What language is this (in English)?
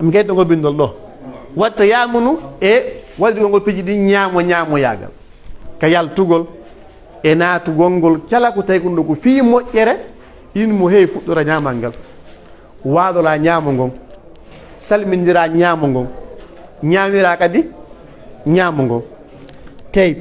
Pular